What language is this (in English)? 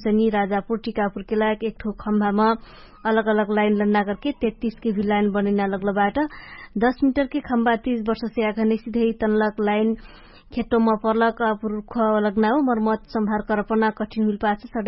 Dangaura Tharu